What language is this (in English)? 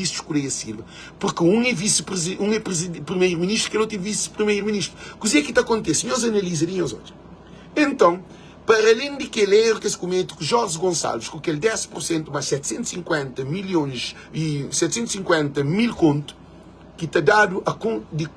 Kabuverdianu